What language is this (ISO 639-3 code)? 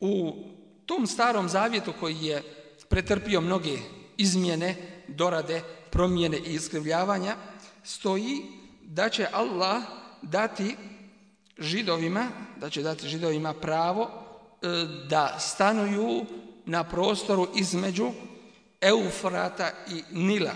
bos